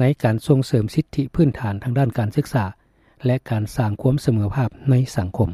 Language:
Lao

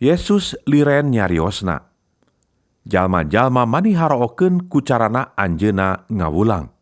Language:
Sundanese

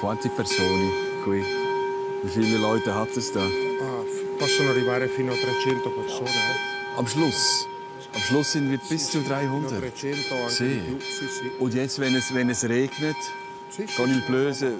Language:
Swiss German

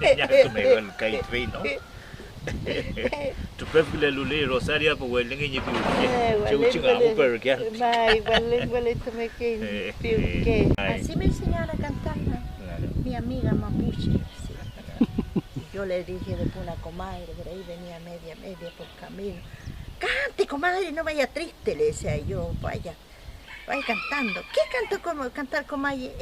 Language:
Mapuche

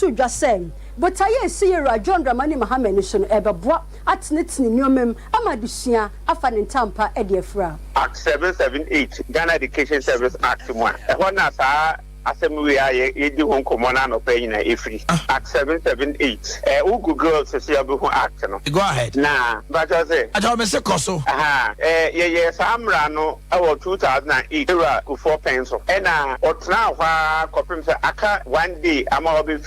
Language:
Akan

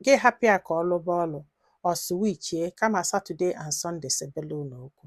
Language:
Igbo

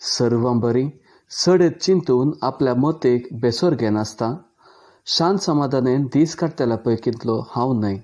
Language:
Konkani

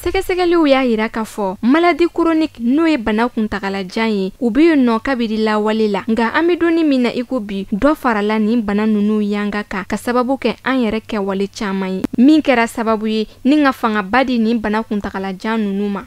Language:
Bambara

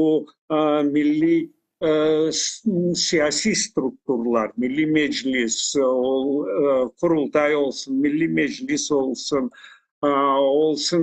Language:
Crimean Tatar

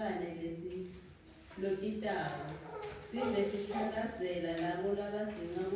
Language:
Swati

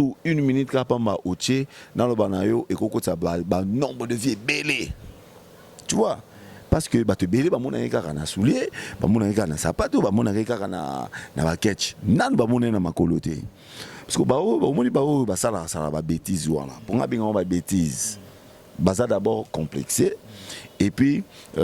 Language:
Lingala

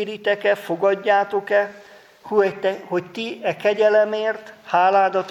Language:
Hungarian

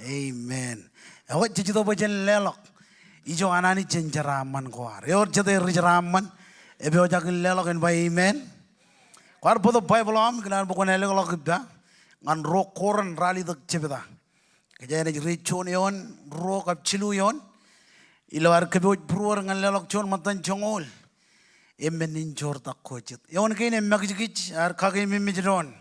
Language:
Marshallese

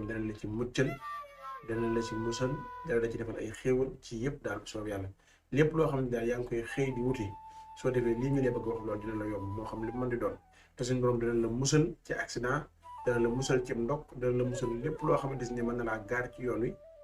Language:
Wolof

